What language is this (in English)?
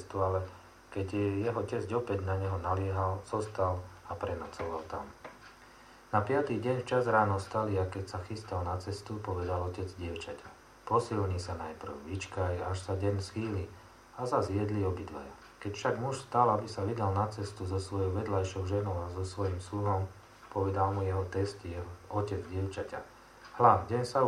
Slovak